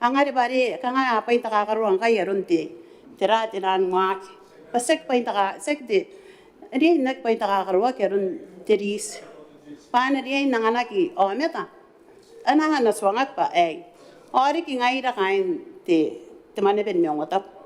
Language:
Gilbertese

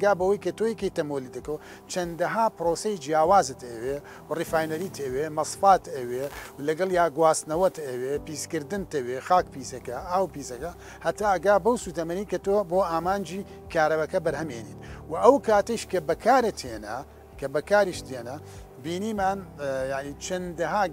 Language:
Central Kurdish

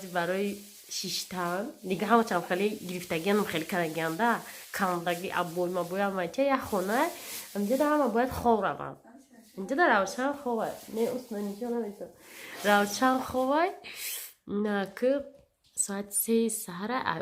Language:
Tajik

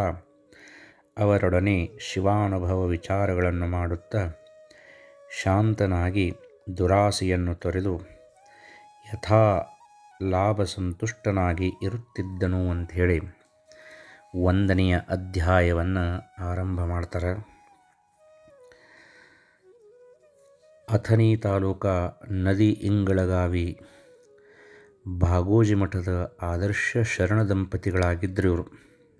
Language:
Kannada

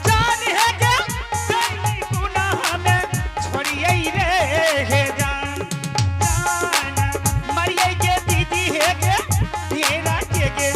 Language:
Angika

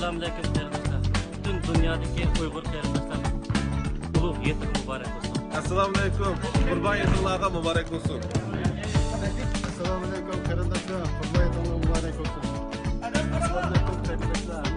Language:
Uyghur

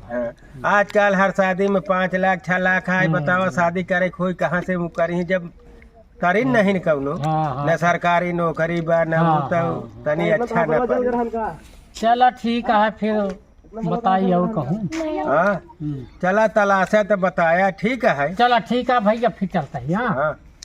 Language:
Awadhi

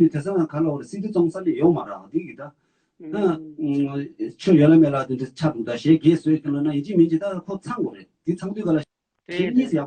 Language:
Tibetan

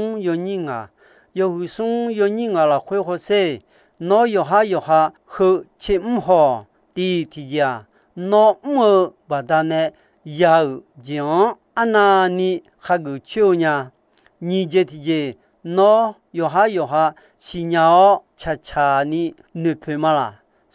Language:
Akha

